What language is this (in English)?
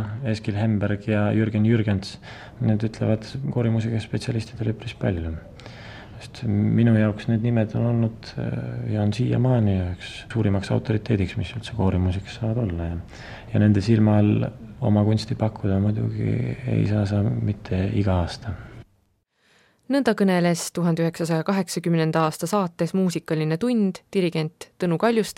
Estonian